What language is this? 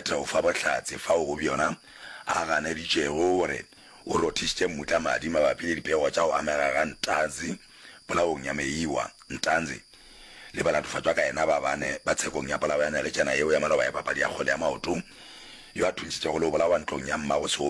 Northern Sotho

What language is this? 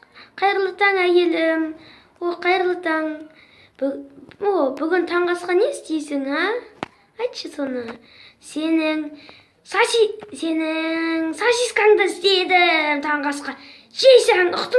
Kazakh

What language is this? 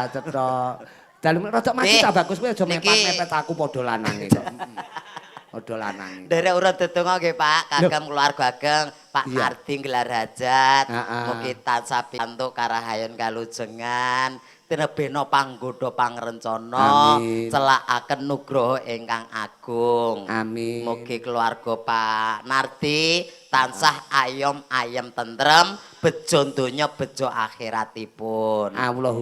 Javanese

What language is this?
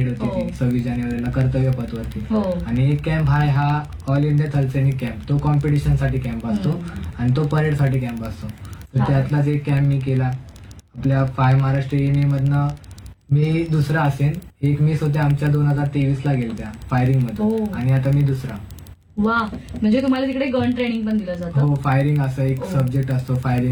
Marathi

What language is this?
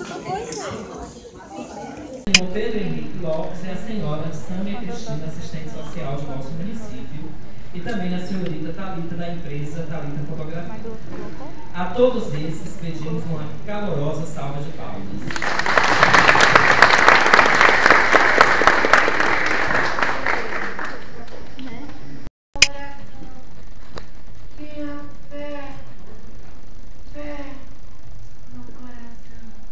Portuguese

